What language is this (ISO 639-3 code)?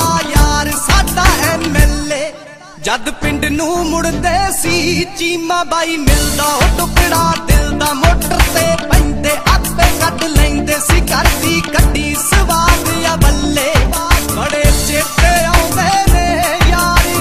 pan